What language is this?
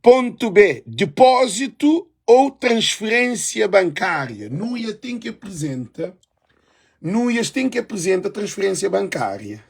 Kabuverdianu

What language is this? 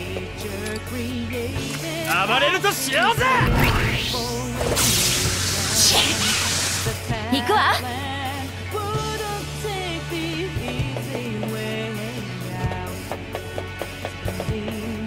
Japanese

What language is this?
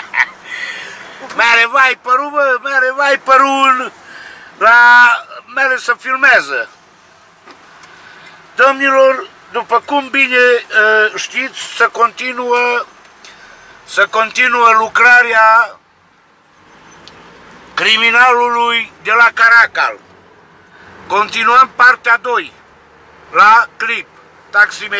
Romanian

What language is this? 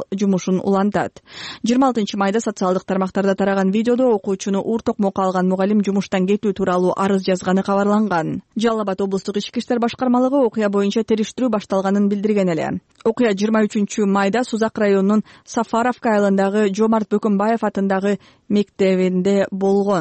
Kyrgyz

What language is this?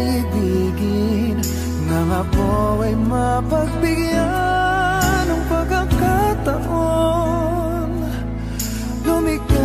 Filipino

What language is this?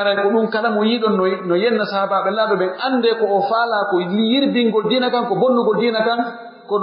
Pular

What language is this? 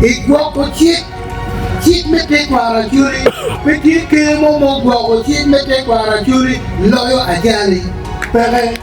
Acoli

